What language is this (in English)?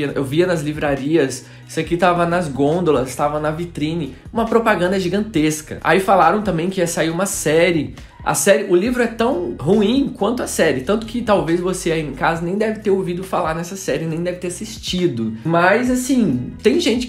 Portuguese